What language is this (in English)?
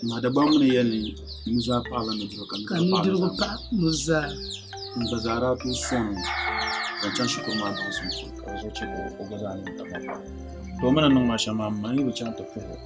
Dagbani